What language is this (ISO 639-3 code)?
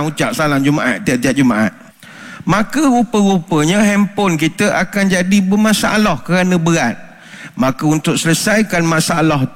msa